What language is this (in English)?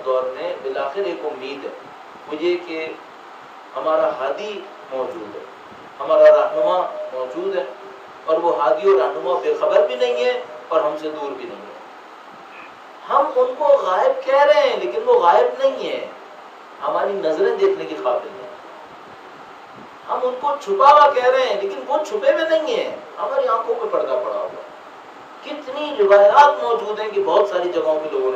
Urdu